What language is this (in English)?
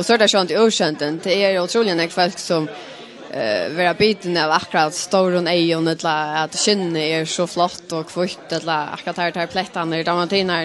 Faroese